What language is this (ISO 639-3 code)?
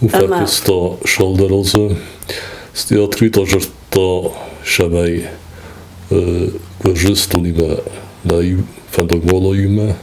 oss